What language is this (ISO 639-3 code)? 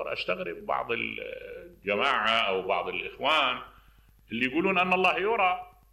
acm